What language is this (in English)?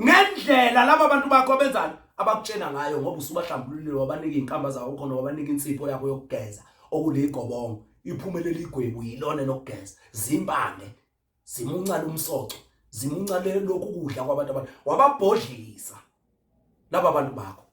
Zulu